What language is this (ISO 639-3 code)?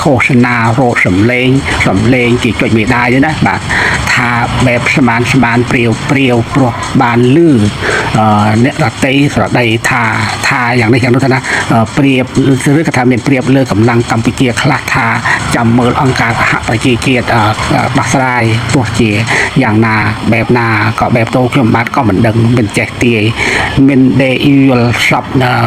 khm